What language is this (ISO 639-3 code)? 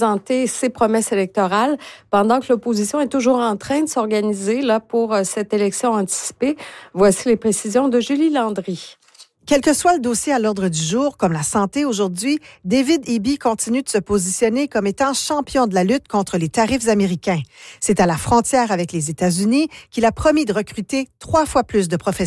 fra